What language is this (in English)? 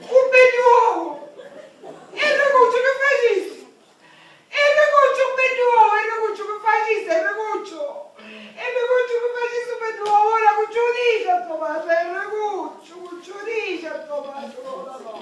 Sicilian